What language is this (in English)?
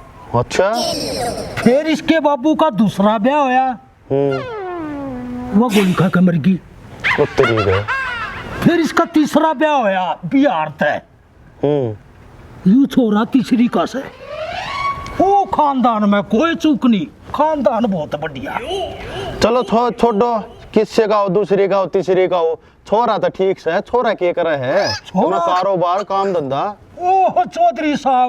Haryanvi